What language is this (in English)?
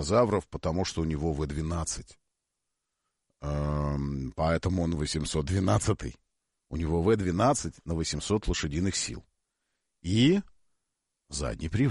Russian